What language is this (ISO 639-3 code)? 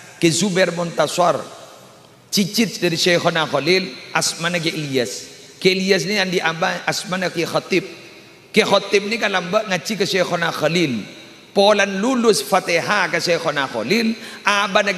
mad